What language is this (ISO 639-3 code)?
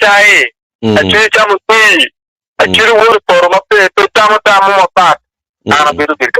ach